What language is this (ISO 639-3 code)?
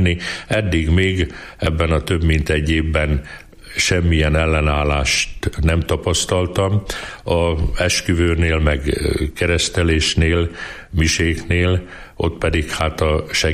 hun